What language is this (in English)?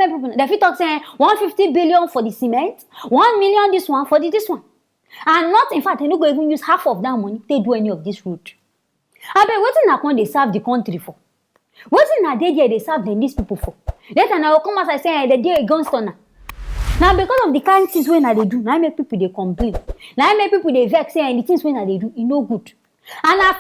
Nigerian Pidgin